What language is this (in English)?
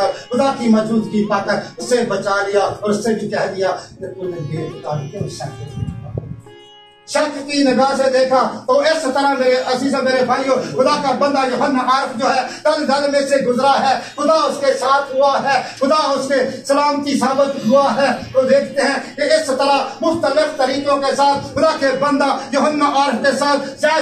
Urdu